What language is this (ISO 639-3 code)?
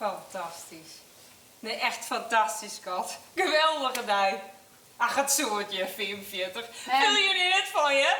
fry